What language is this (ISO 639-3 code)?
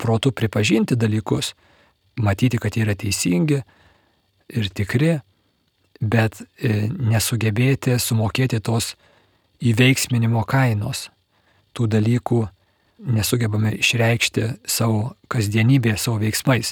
lit